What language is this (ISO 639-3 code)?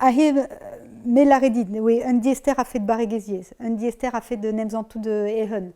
bre